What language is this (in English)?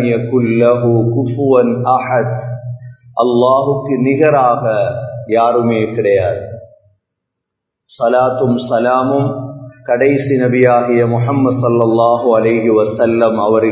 Tamil